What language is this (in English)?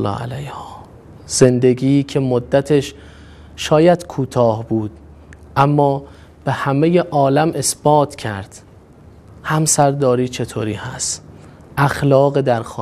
Persian